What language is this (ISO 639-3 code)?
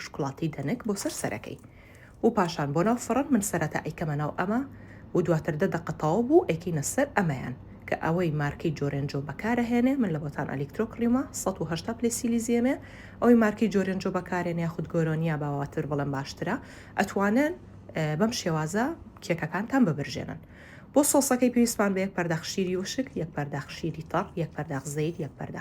ckb